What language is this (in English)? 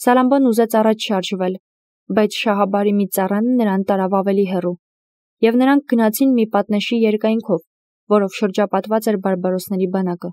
Armenian